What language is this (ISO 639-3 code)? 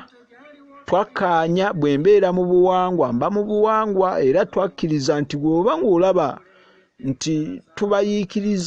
lug